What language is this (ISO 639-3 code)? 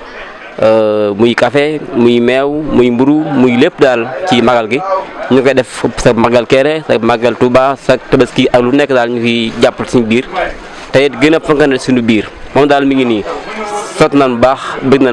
wol